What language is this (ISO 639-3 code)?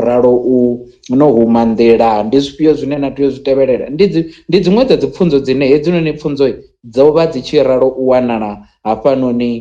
ven